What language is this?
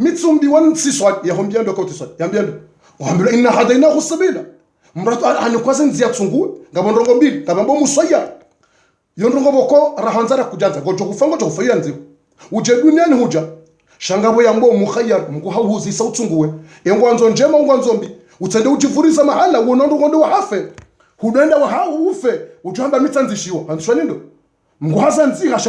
Ngazidja Comorian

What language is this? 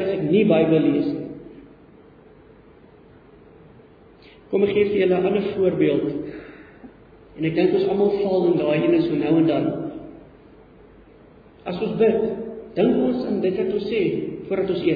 Afrikaans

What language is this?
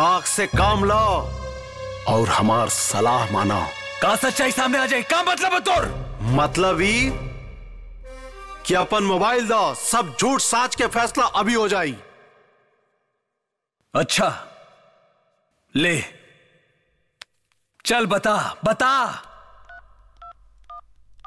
Bhojpuri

